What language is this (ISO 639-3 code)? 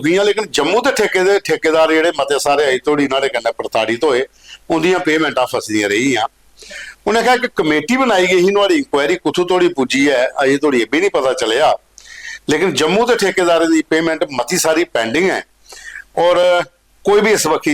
doi